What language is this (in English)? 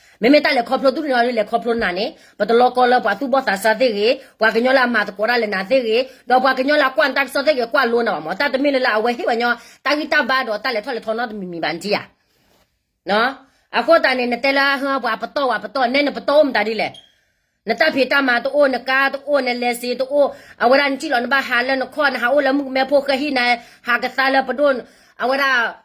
S'gaw Karen